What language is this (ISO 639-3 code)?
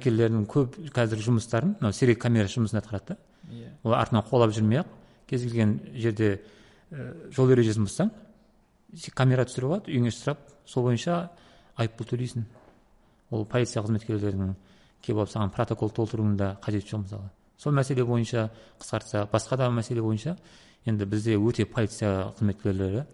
kaz